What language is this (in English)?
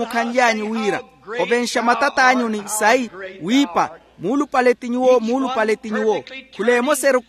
Makhuwa